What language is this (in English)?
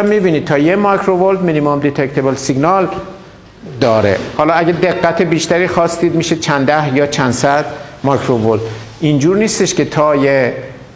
Persian